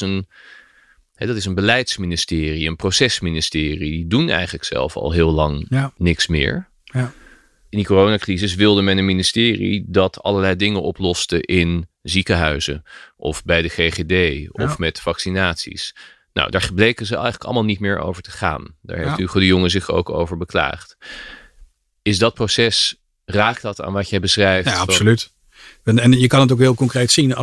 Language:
Dutch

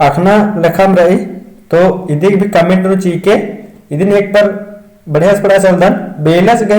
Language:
Kurukh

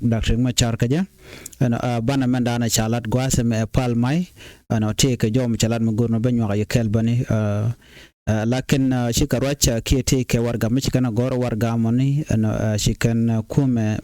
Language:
Nuer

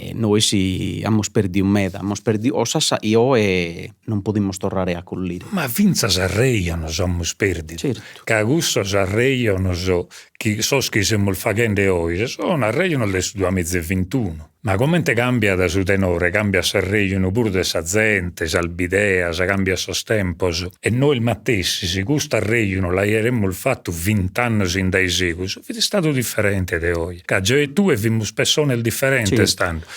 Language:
Sardinian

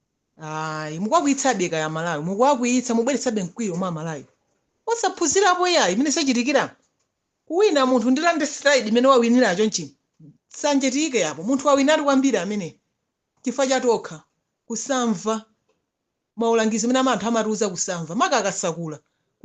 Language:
Nyanja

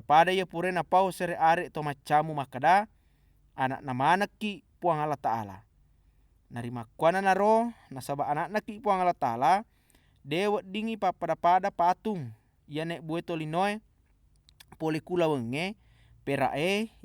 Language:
Buginese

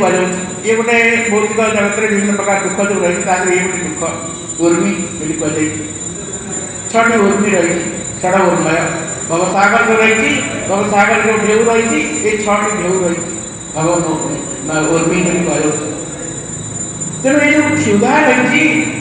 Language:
Odia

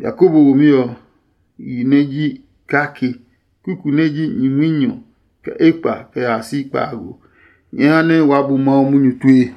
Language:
Adangme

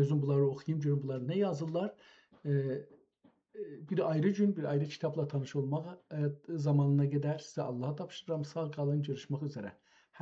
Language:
South Azerbaijani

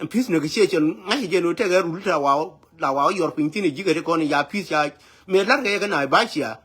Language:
Nuer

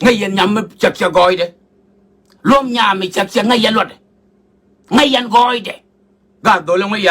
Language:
Nuer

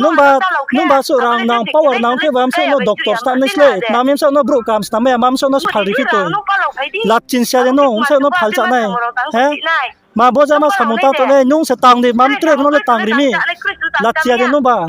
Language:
Riang (India)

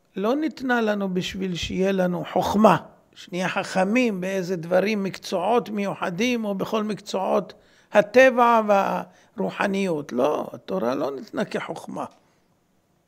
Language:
Hebrew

